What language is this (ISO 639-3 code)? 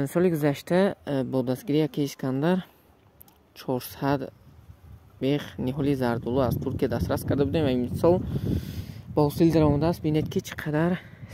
tgk